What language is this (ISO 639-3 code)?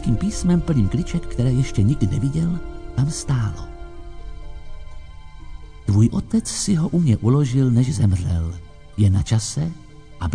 ces